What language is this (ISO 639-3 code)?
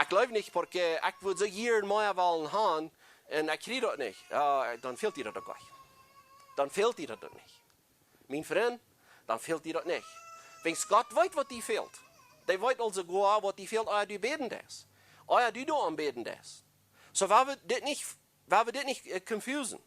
pdt